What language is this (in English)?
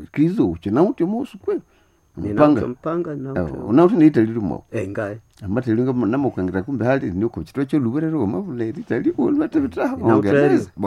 Nande